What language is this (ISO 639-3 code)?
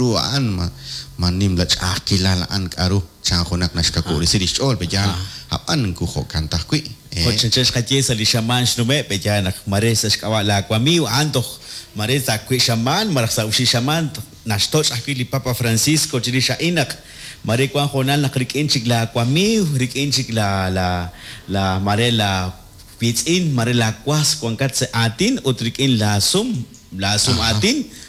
kek